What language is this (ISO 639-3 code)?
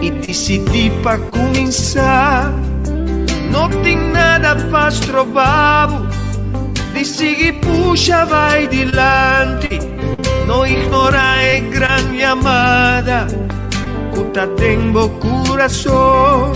pap